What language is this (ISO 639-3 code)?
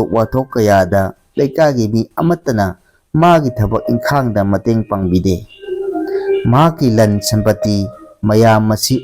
mni